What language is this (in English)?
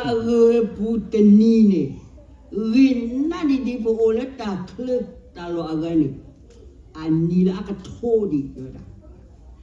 S'gaw Karen